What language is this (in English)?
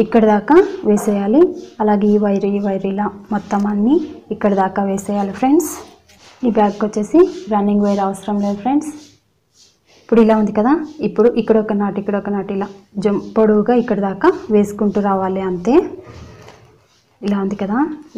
Telugu